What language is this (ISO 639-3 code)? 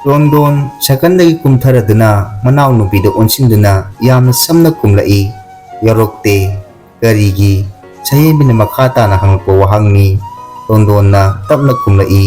mni